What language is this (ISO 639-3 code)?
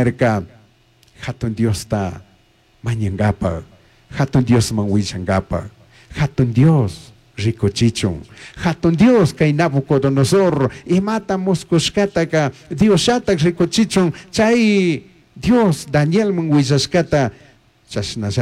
qug